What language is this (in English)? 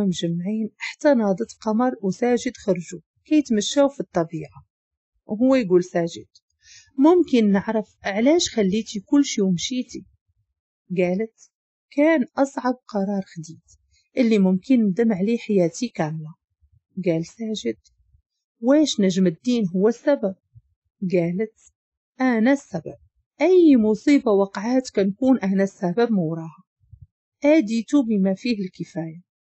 Moroccan Arabic